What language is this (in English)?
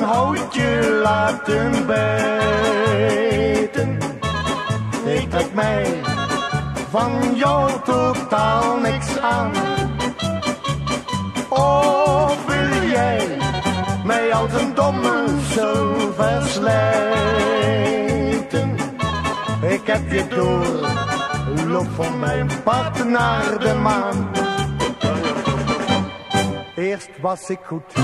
Dutch